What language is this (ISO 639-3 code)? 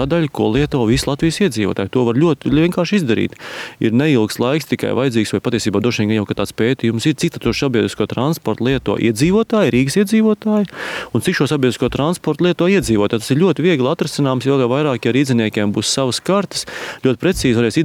lav